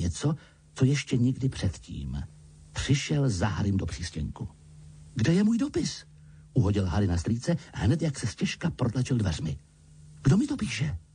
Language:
Czech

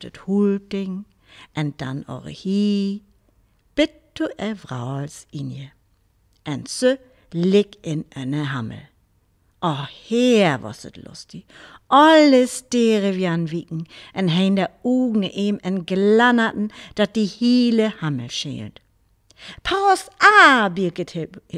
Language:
Northern Frisian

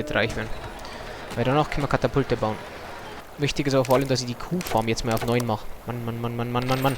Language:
Bavarian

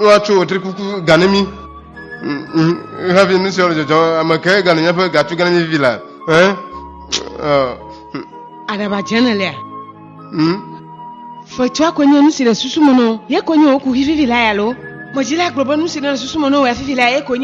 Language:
Ewe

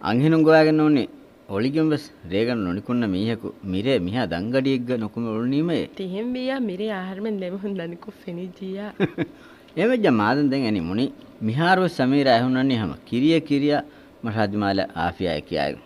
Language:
Divehi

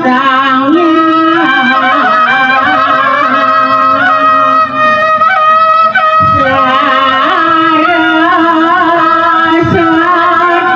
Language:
Balinese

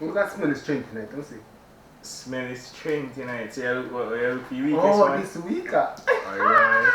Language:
Jamaican Creole English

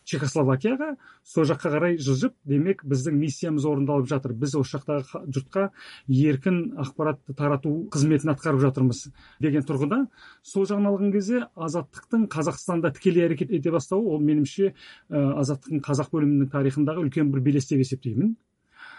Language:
Kazakh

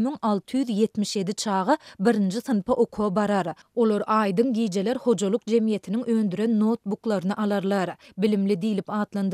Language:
Turkmen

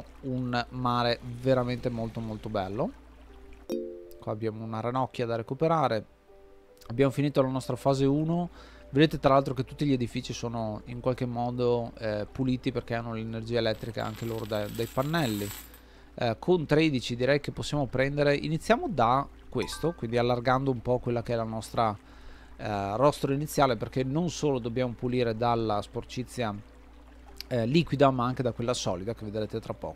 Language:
Italian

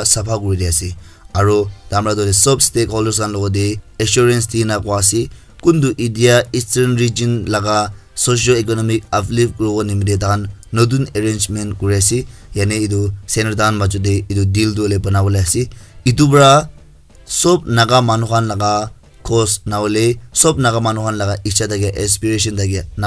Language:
Naga Pidgin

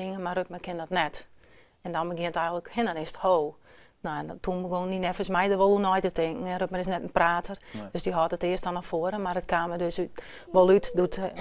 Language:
Western Frisian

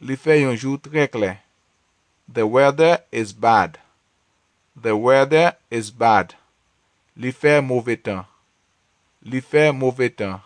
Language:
Haitian Creole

